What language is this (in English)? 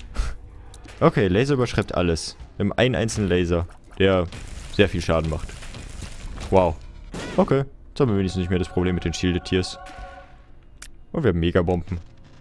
German